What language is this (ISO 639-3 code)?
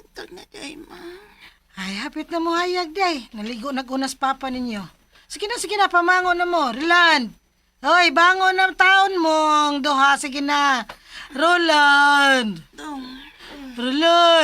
ceb